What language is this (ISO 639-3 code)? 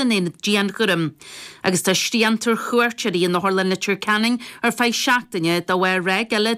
gle